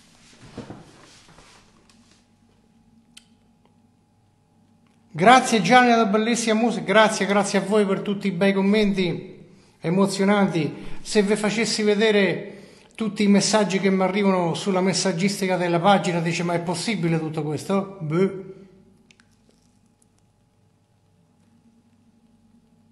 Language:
Italian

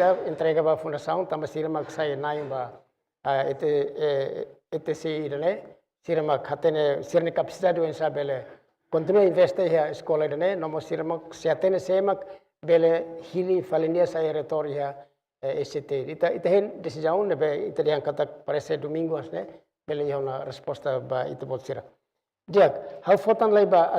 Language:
Tetum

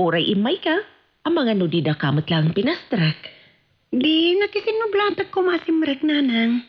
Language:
Iloko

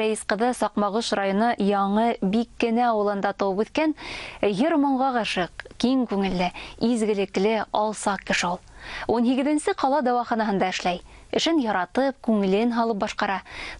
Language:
Bashkir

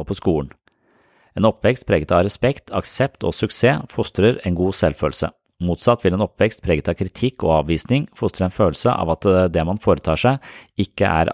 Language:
Norwegian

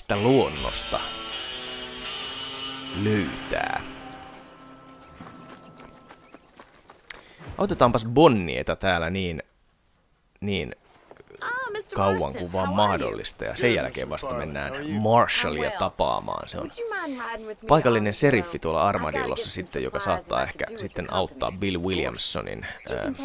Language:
Finnish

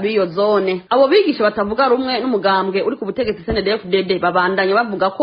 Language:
Rundi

